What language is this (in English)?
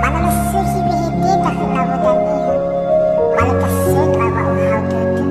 Nias